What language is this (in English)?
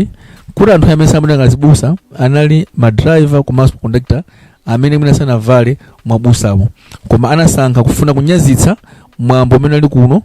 Nyanja